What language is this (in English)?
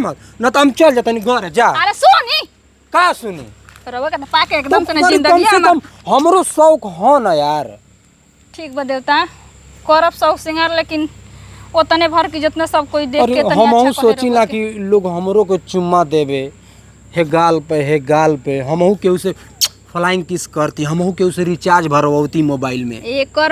Bhojpuri